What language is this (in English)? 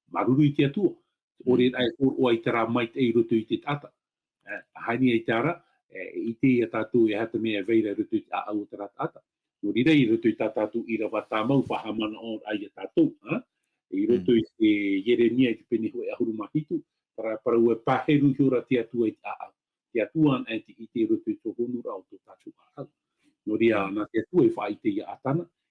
Tahitian